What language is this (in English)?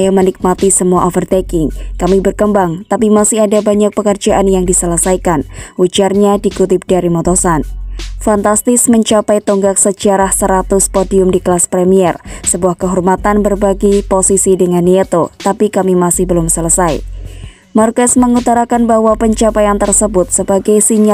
Indonesian